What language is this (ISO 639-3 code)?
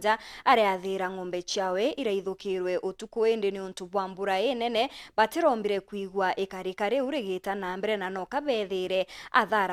mer